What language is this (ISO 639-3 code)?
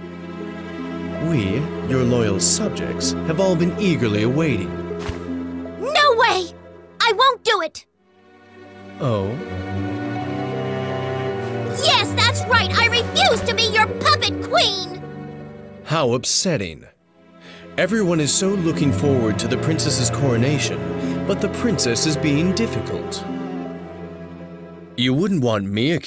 eng